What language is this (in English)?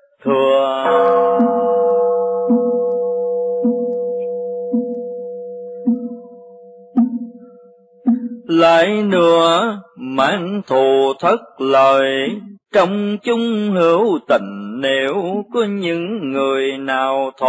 Vietnamese